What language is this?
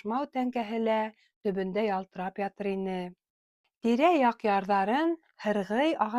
Bashkir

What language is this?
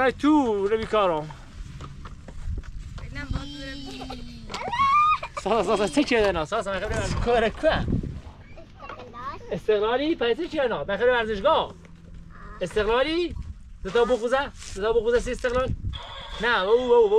Persian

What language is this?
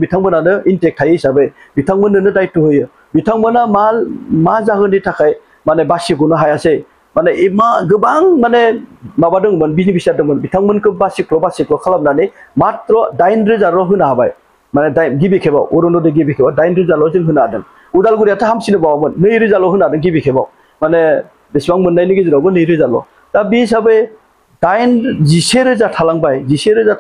Bodo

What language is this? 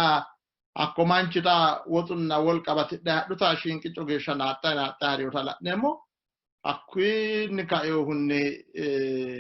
Sidamo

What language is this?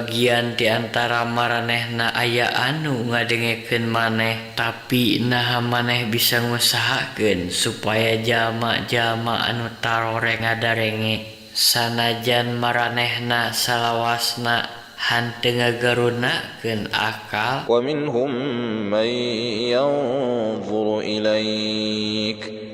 Sundanese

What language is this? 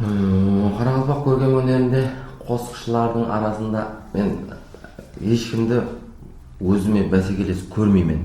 Kara-Kalpak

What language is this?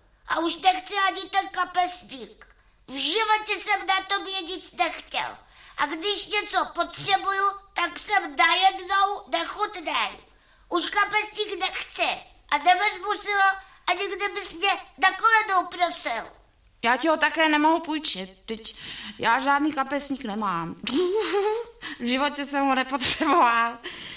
Czech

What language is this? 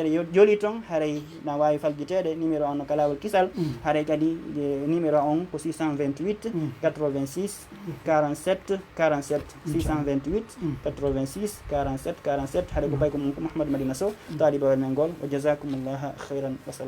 Fula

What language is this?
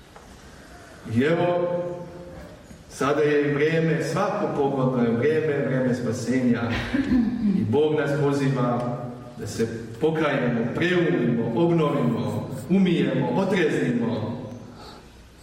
Serbian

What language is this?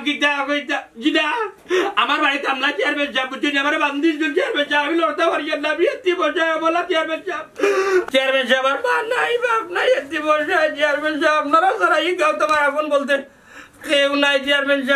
Sylheti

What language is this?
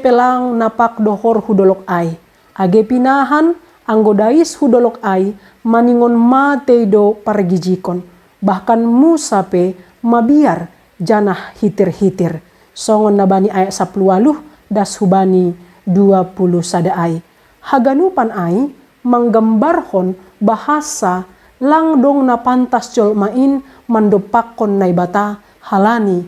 Batak Simalungun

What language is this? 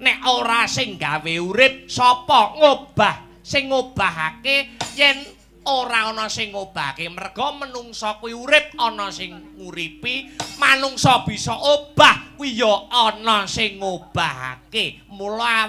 Javanese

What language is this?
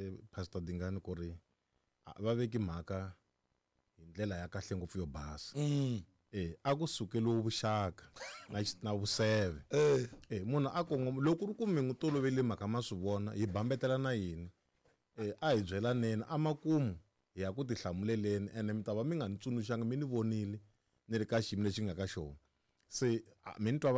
Tsonga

